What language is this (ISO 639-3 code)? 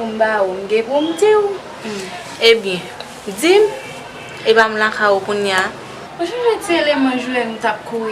hat